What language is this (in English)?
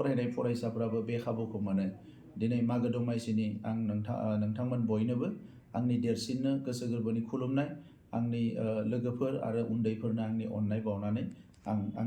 Bodo